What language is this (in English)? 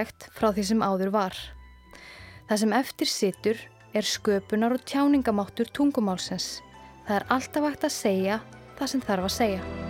Icelandic